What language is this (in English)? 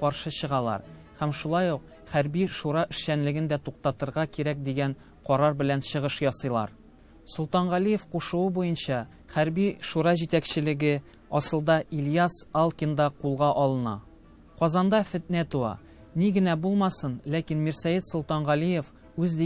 Tatar